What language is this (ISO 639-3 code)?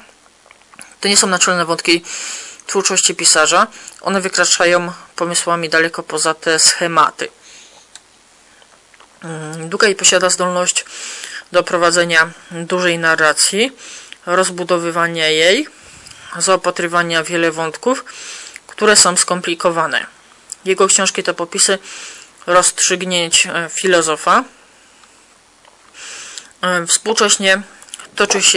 pol